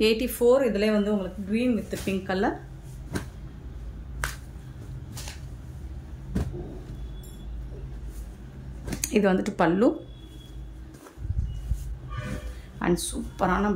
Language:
Tamil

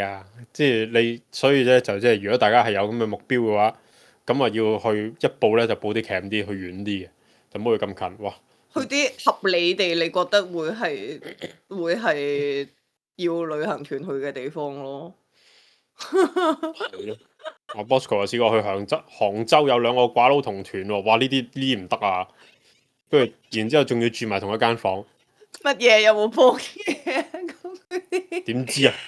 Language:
Cantonese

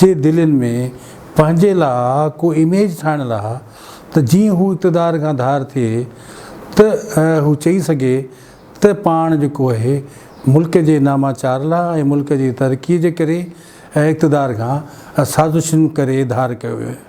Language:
Sindhi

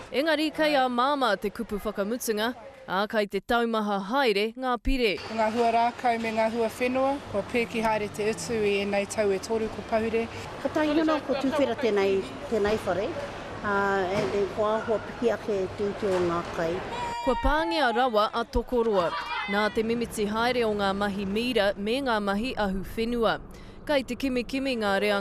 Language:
Māori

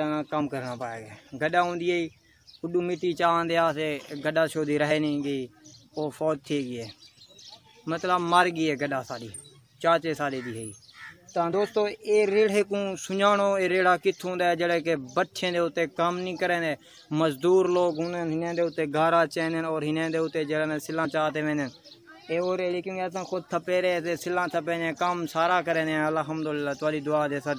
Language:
Saraiki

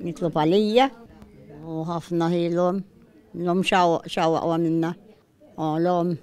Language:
Maltese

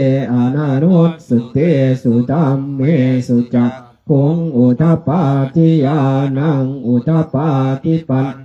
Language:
Pali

